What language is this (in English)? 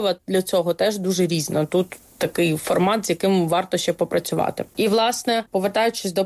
Ukrainian